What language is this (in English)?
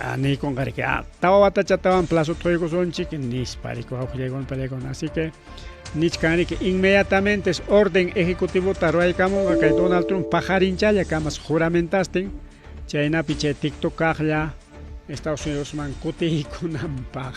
Ayacucho Quechua